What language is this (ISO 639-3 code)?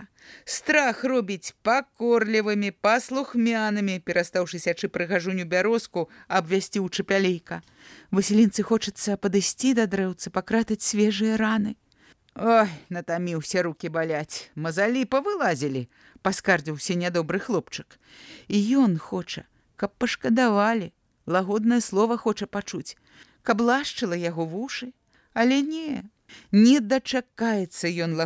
bel